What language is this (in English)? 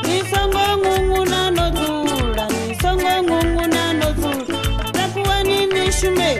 Venda